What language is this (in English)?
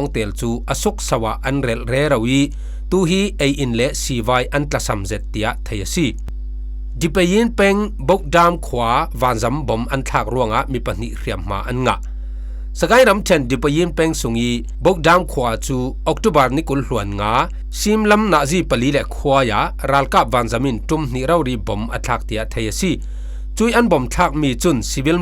Falam Chin